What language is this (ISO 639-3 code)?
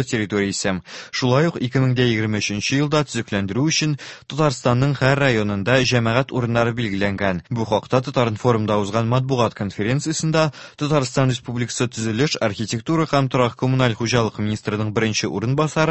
tat